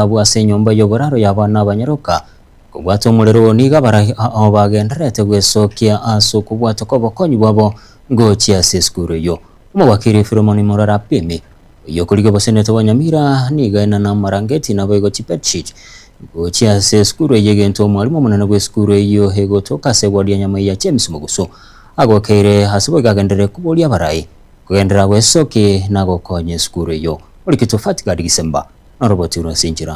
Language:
Gusii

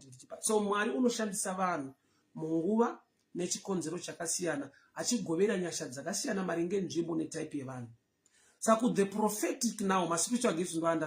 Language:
Shona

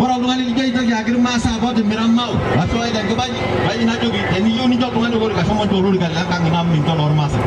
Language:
Masai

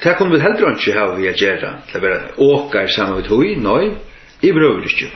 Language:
Faroese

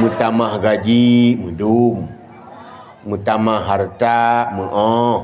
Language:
Achinese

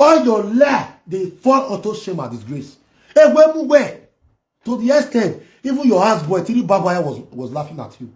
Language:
Nigerian Pidgin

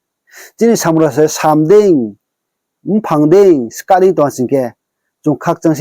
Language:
Riang (India)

